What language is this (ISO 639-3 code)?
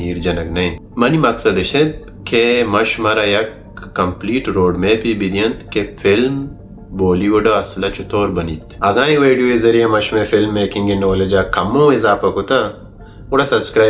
bal